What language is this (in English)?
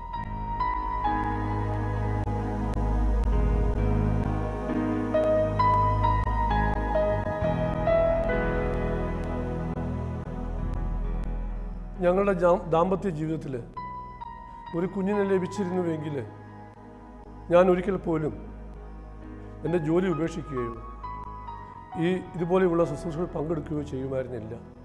Malayalam